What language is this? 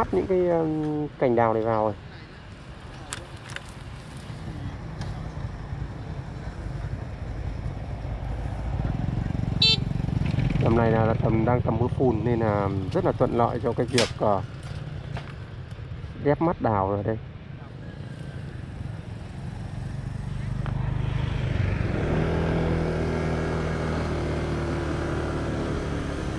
Vietnamese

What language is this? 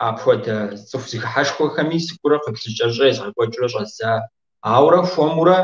Kabardian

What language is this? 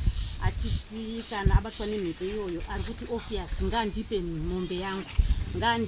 Shona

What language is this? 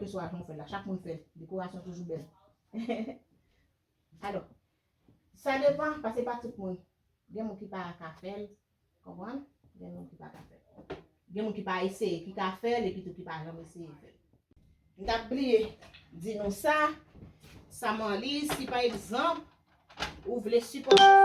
Haitian Creole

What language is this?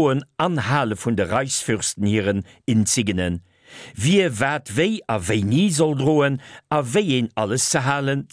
Luxembourgish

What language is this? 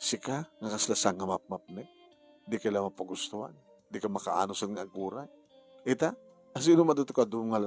Iloko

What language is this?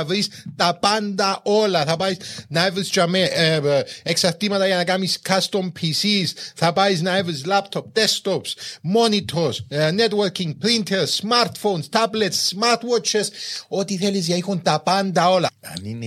Greek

